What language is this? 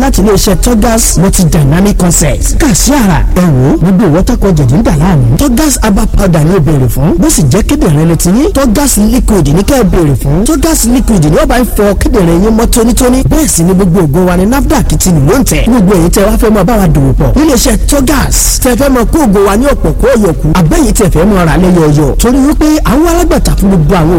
Yoruba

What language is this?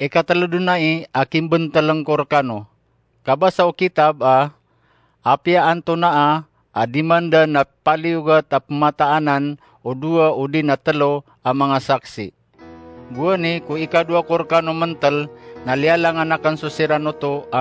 Maranao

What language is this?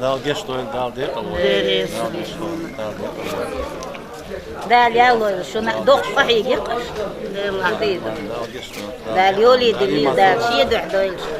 Chechen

